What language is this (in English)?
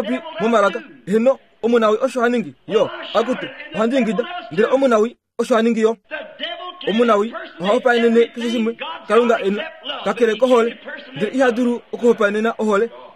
Kuanyama